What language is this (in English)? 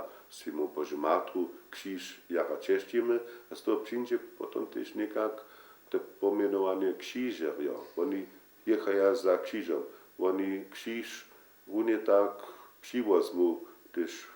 Upper Sorbian